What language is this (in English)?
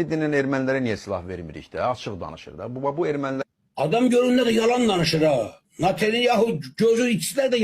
Azerbaijani